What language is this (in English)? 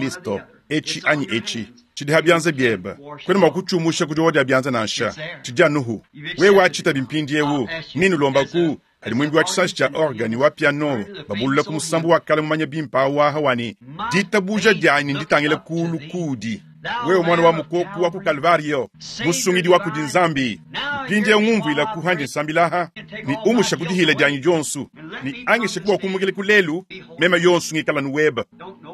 Luba-Lulua